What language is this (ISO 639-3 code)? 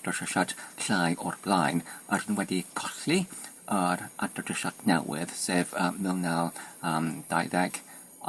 cym